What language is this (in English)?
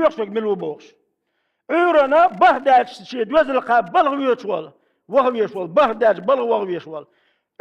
Chechen